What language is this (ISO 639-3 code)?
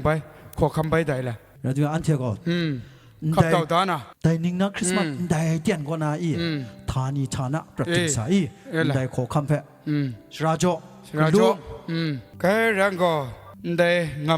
kac